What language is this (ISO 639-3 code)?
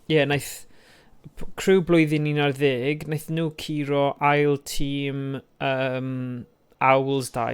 cym